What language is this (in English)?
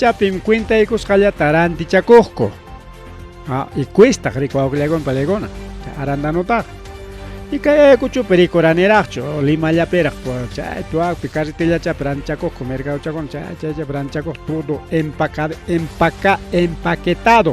Ayacucho Quechua